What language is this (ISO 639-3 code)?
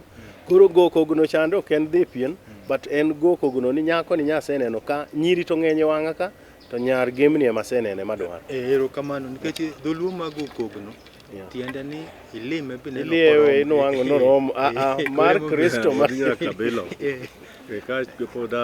luo